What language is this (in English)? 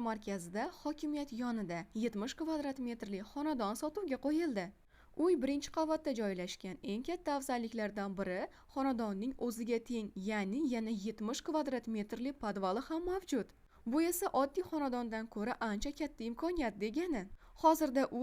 Uzbek